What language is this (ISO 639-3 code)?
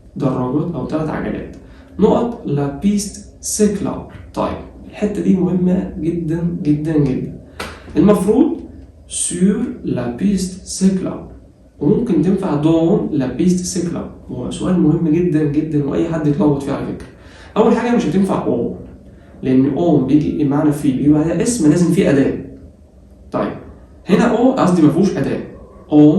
arz